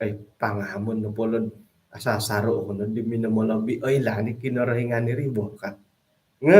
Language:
Central Dusun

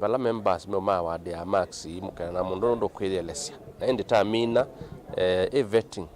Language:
Kamba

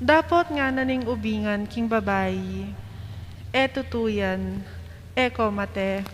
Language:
Pampanga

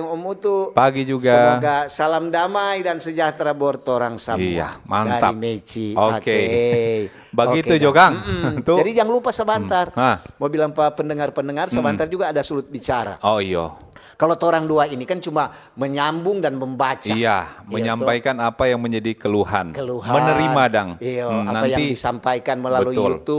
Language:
Manado Malay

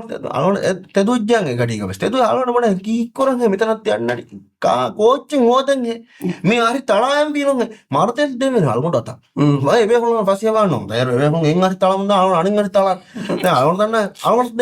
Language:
Divehi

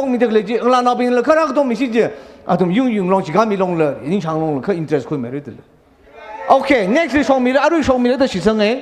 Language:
Tangkhul Naga (India)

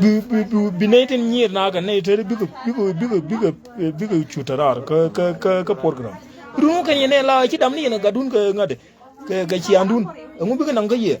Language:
Nuer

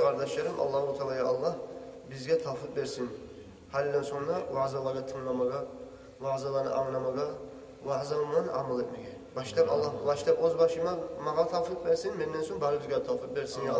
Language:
Kumyk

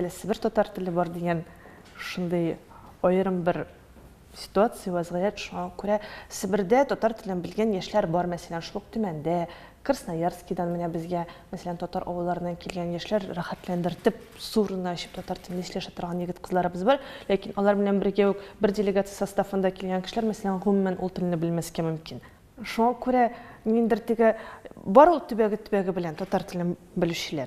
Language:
Tatar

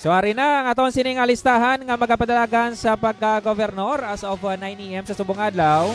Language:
Hiligaynon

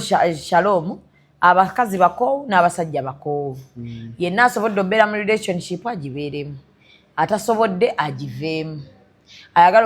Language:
Ganda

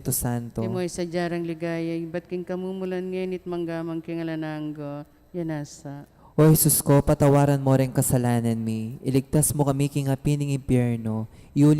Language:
Pampanga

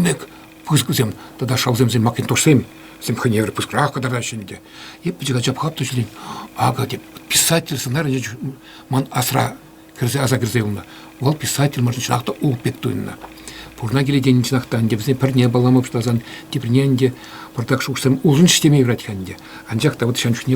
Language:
Chuvash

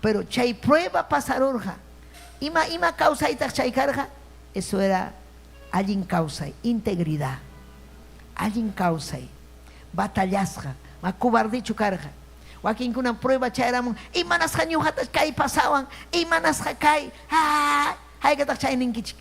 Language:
Ayacucho Quechua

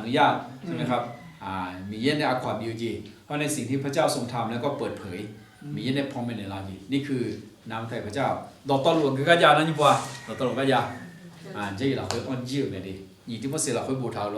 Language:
Akha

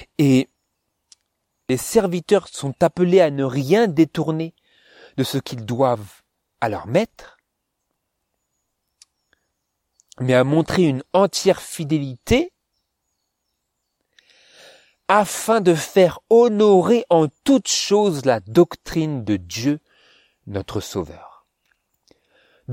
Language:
French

